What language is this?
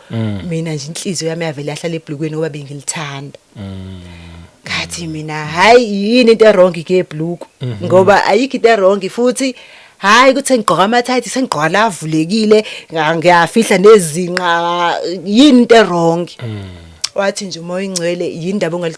Zulu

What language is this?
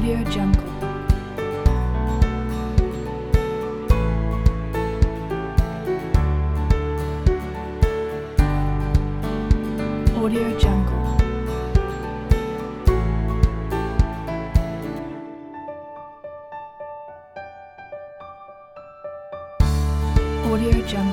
Malay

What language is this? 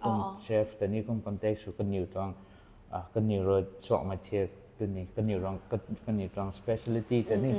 Rongmei Naga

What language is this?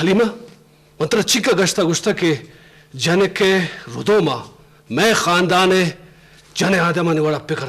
Eastern Balochi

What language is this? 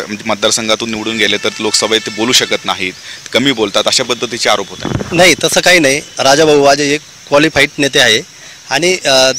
Marathi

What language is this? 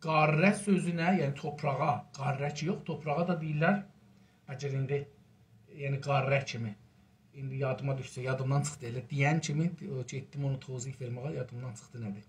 South Azerbaijani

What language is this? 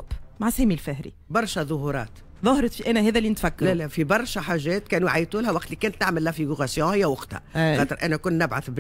Tunisian Arabic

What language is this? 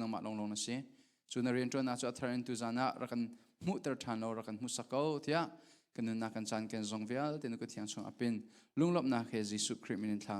Hakha Chin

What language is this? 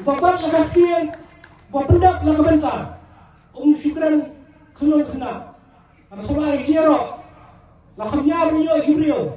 Khasi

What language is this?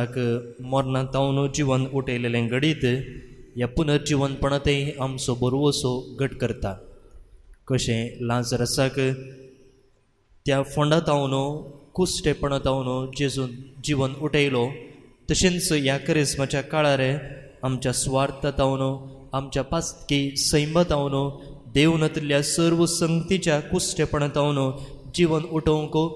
Konkani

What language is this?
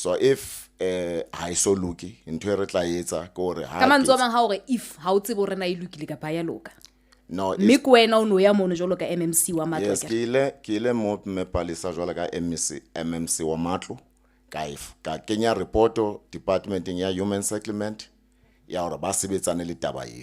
Southern Sotho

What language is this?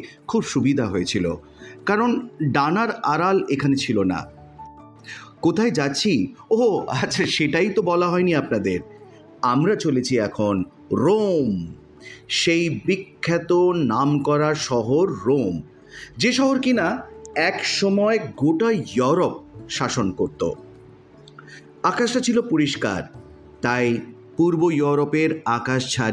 Bangla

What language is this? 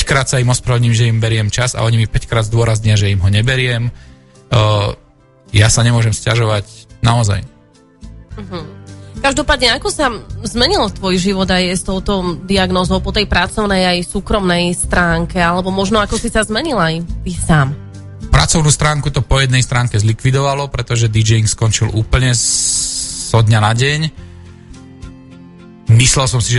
Slovak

